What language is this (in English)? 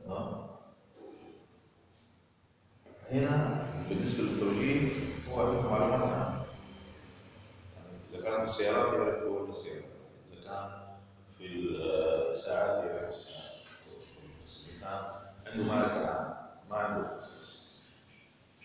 Arabic